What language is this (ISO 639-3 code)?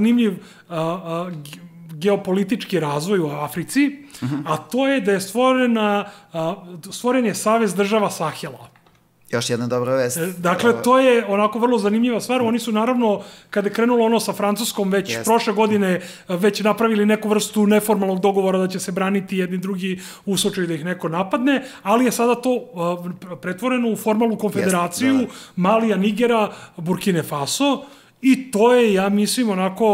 srp